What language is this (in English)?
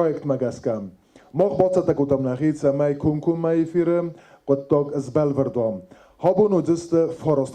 Ossetic